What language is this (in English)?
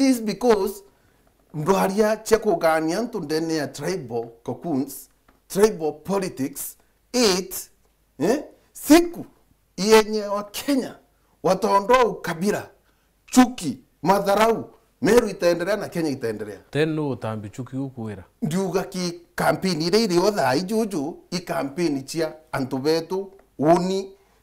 Meru